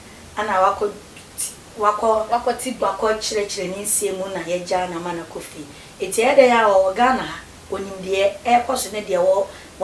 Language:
Akan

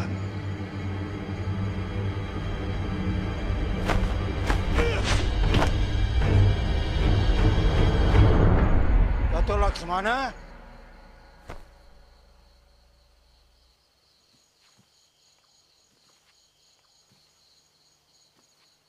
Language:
Malay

